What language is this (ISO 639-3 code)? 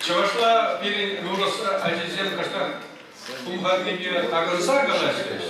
chv